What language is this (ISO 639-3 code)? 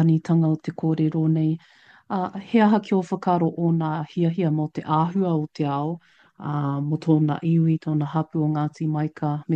mri